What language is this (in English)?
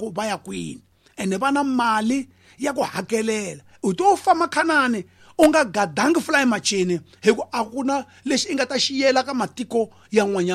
Tsonga